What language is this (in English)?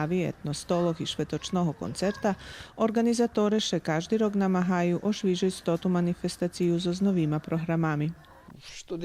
Rusyn